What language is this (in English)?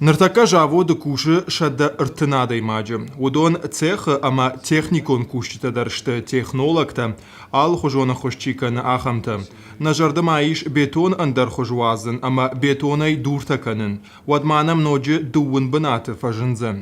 Ossetic